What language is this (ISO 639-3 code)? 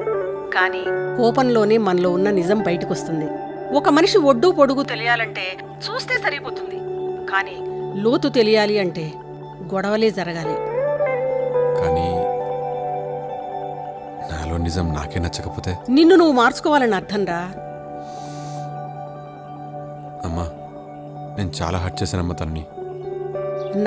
tel